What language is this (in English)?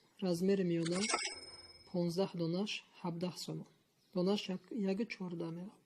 Tajik